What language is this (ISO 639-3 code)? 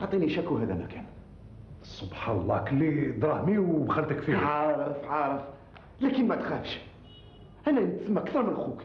arq